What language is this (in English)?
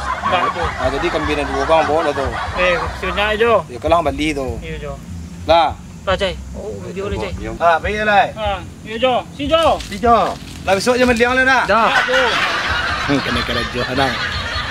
Minangkabau